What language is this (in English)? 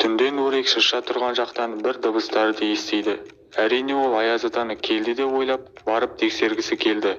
Kazakh